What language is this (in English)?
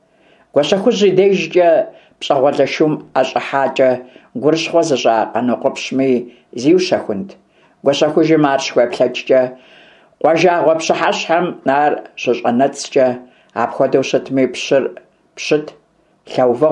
Kabardian